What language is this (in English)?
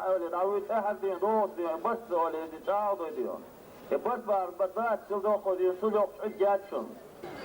Chechen